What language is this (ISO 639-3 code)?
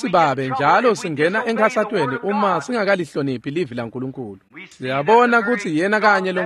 ssw